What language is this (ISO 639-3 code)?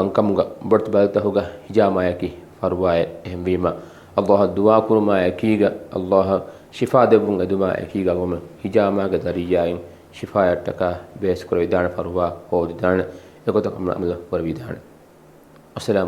div